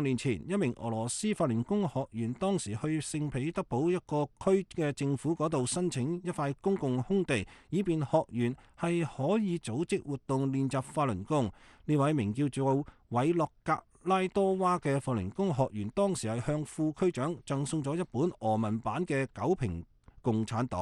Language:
Cantonese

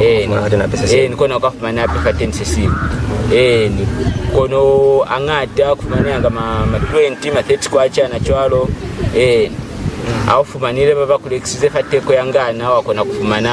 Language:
Lozi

